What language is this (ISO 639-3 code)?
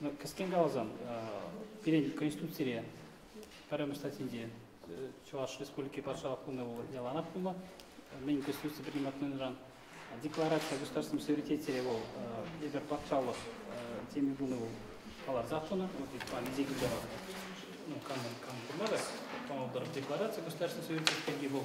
chv